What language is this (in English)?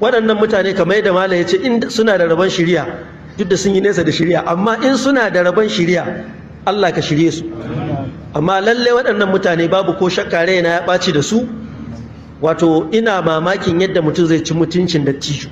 Hausa